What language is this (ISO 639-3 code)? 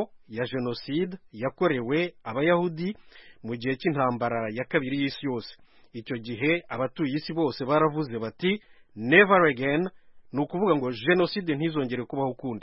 kin